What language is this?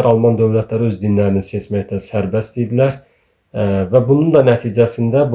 Azerbaijani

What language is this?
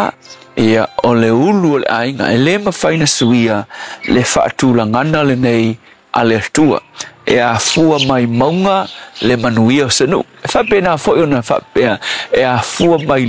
Samoan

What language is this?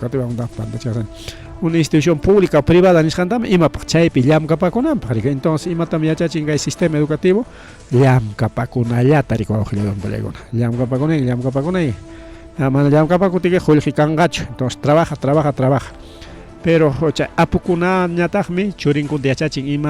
Ayacucho Quechua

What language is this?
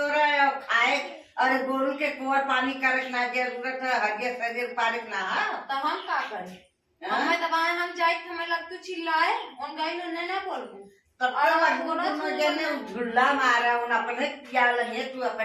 Awadhi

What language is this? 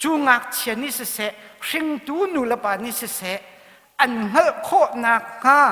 Hakha Chin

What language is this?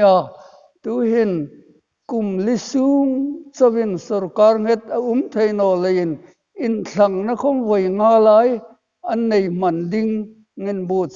Hmar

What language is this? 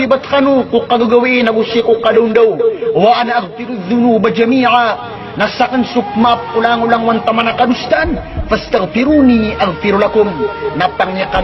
Maranao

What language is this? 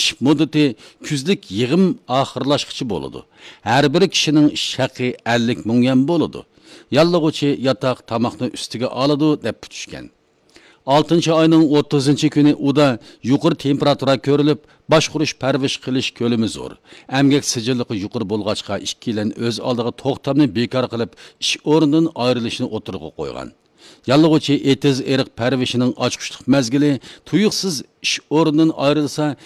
Uyghur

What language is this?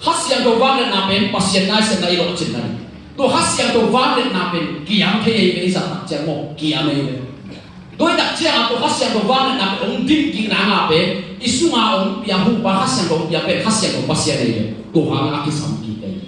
Tedim Chin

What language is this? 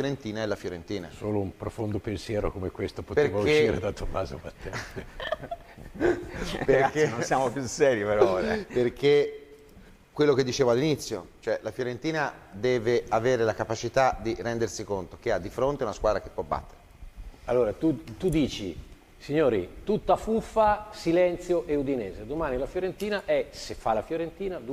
Italian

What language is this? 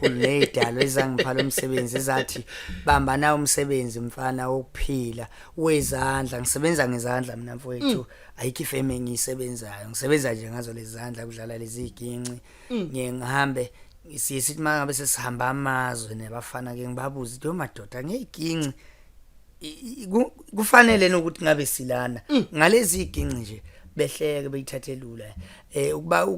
Zulu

